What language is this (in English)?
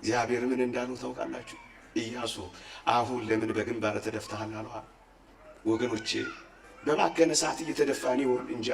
Amharic